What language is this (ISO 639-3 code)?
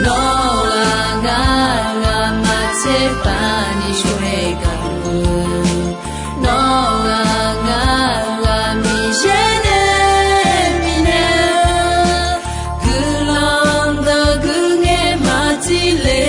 ahk